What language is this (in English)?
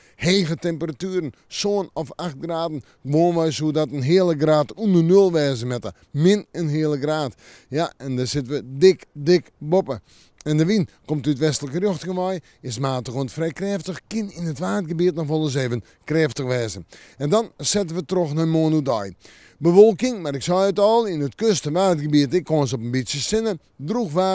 Western Frisian